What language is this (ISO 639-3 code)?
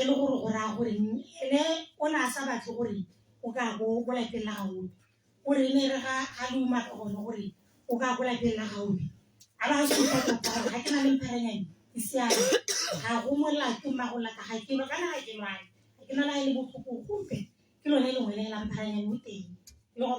tsn